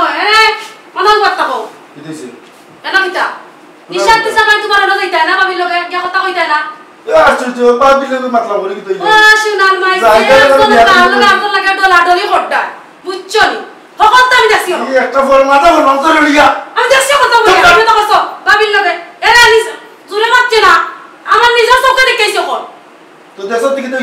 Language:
Sylheti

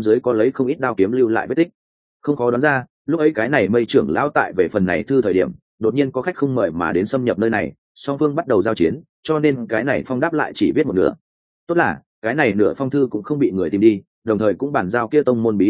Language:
Vietnamese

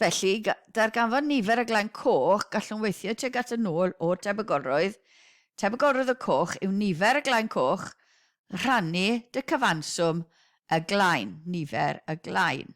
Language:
Welsh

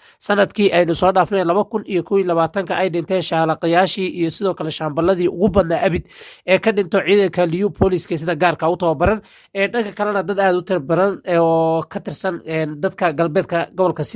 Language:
Somali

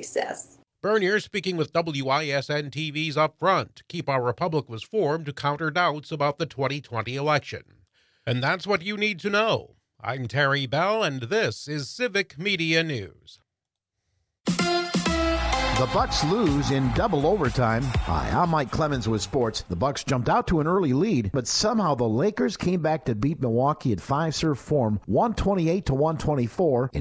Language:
English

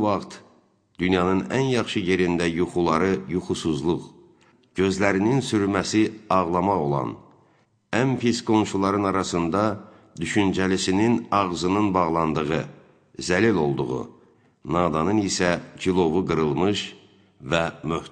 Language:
Azerbaijani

